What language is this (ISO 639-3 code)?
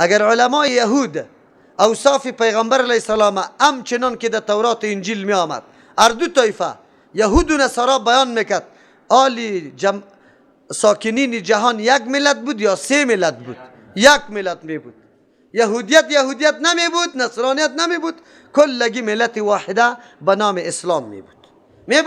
fas